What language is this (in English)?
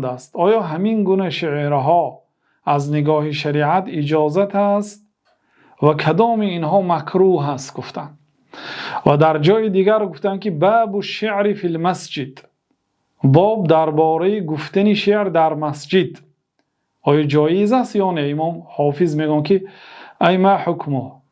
Tajik